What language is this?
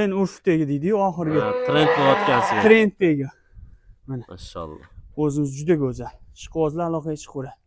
Uzbek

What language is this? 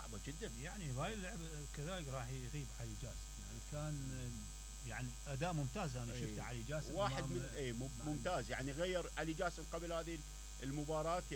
Mesopotamian Arabic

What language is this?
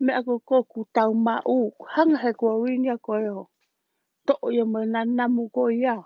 Tongan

